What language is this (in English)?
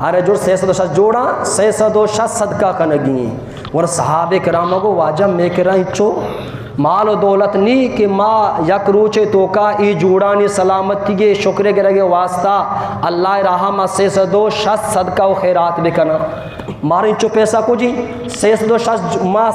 Eastern Balochi